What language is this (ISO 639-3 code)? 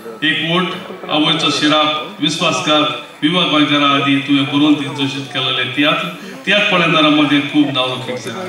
kok